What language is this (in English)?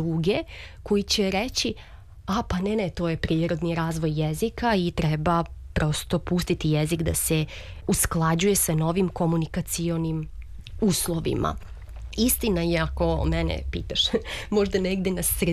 Serbian